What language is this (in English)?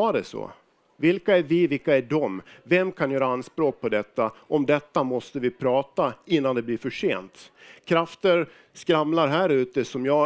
Swedish